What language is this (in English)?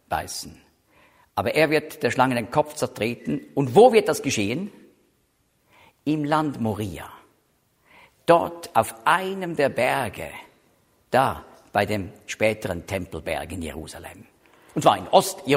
German